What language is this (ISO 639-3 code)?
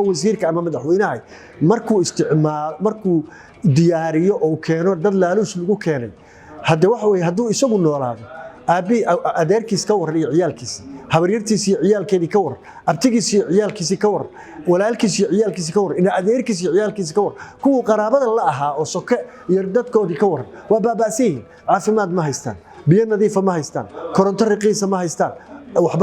som